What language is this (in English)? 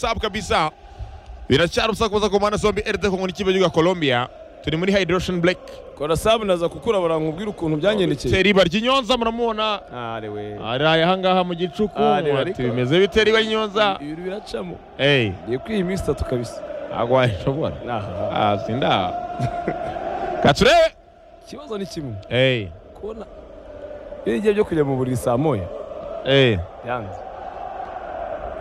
Kinyarwanda